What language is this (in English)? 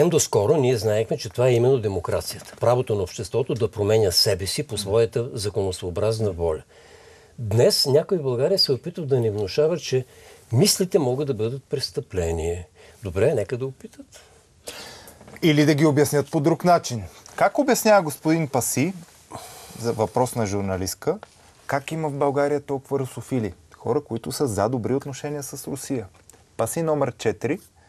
Bulgarian